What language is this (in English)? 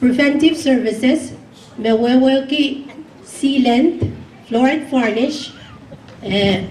Pohnpeian